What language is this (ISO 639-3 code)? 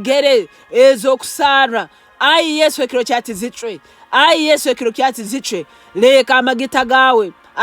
nyn